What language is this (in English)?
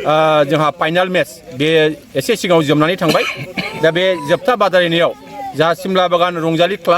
Bodo